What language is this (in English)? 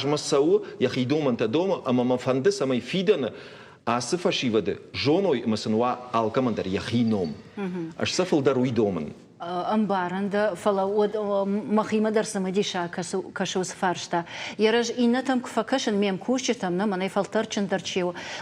Ossetic